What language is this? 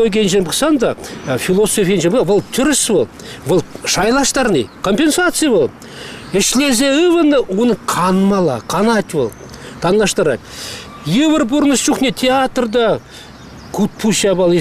Chuvash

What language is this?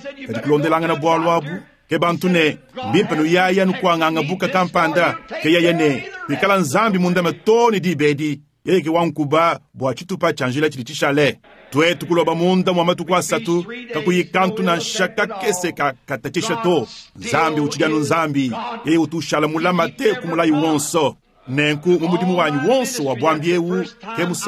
Luba-Lulua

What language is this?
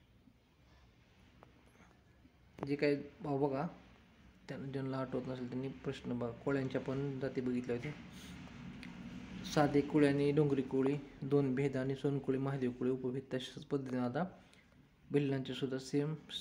Marathi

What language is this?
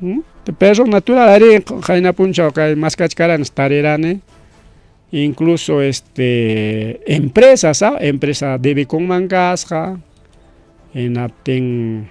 Ayacucho Quechua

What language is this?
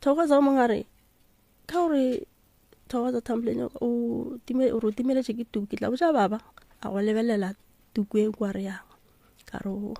Northern Sotho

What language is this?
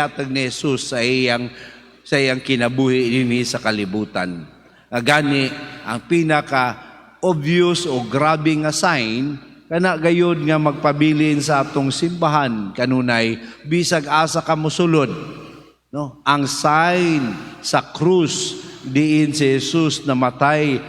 Cebuano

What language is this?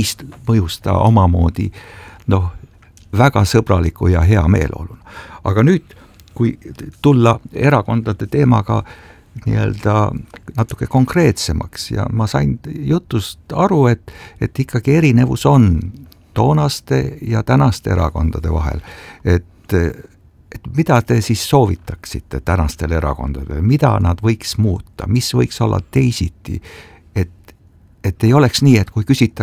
Estonian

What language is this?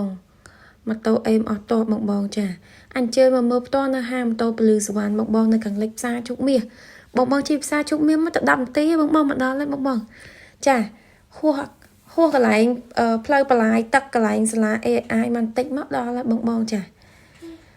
Khmer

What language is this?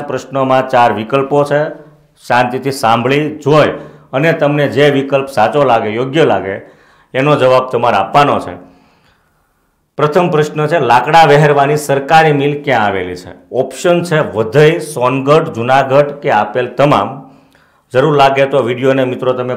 Gujarati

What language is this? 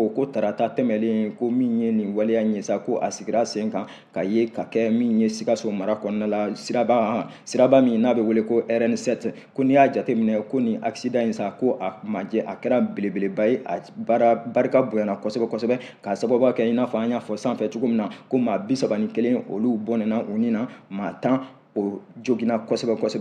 Bambara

